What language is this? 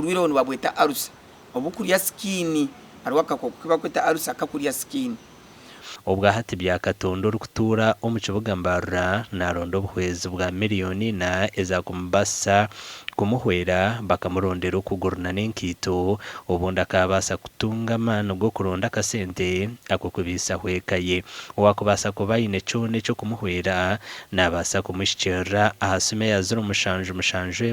Nyankole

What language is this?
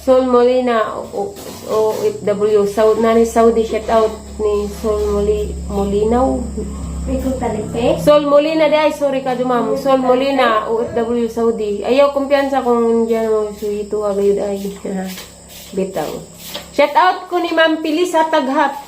Cebuano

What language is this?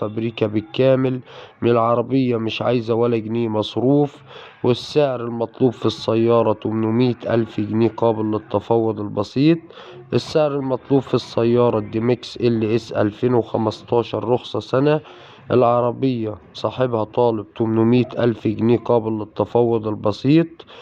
Egyptian Arabic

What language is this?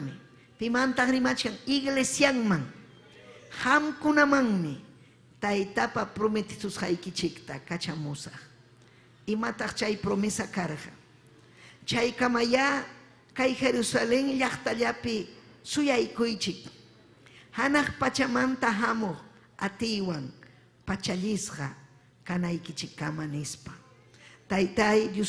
Ayacucho Quechua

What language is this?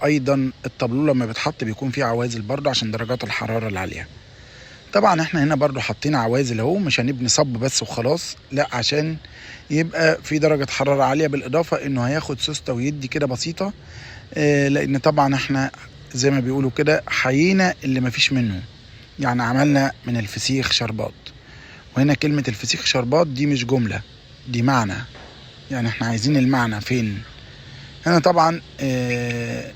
Egyptian Arabic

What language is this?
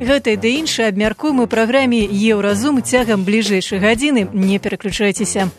Belarusian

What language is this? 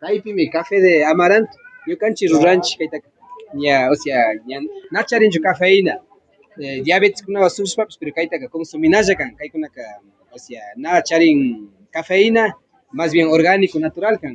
Imbabura Highland Quichua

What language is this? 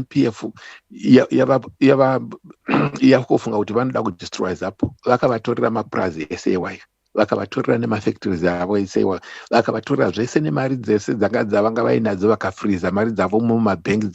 Shona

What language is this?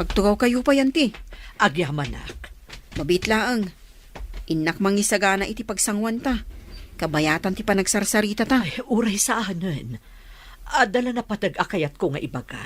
Iloko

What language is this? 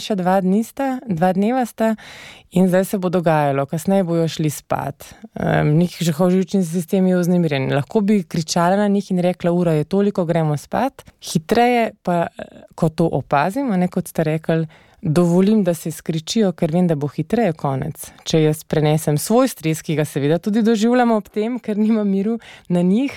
Slovenian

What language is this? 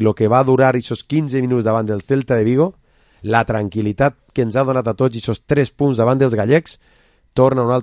Catalan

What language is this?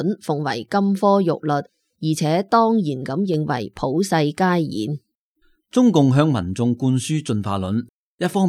Cantonese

